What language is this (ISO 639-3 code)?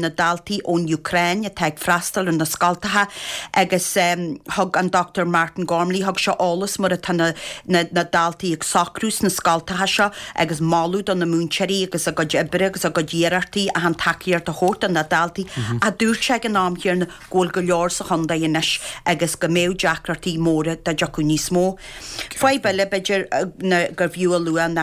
gle